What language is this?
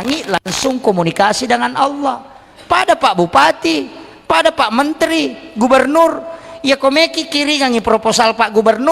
Buginese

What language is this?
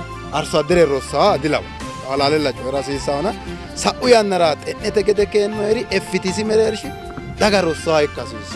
Sidamo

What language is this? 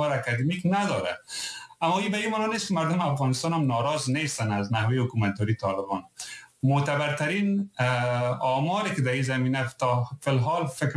Persian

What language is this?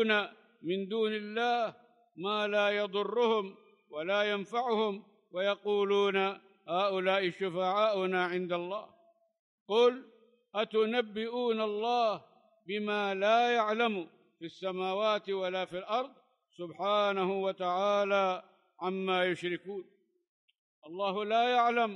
Arabic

